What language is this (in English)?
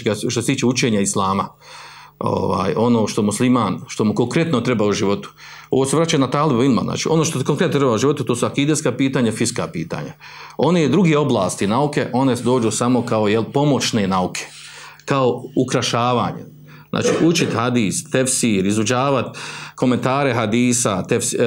Bosnian